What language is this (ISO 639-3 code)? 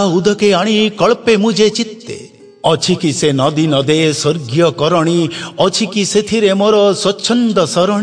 ori